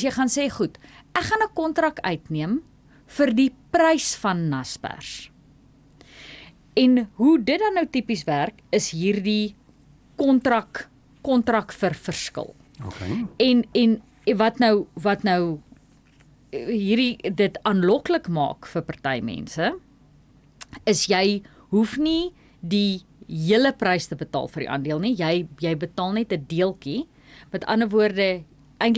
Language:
Afrikaans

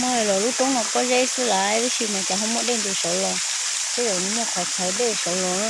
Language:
Hmong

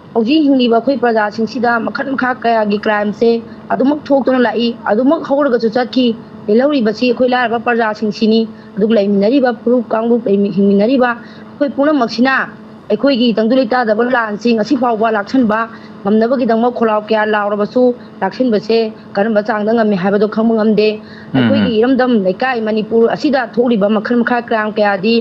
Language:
Manipuri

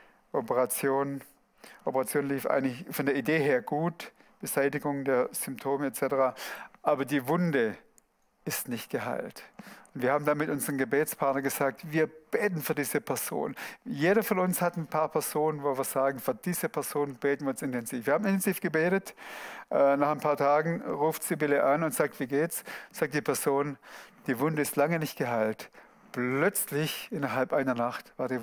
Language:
Swiss German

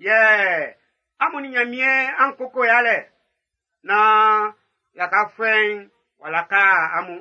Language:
Baoulé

